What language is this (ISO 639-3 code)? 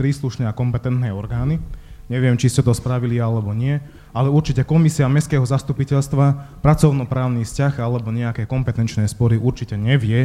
slk